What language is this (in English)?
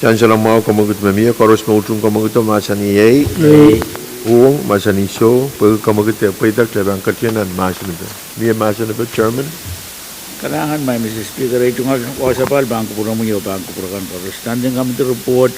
Pohnpeian